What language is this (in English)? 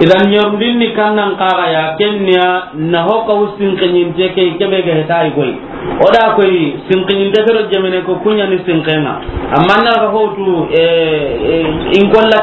Soninke